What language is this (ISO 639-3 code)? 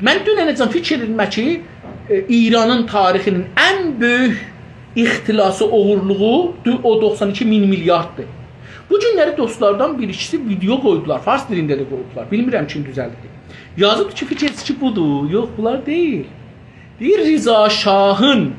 azb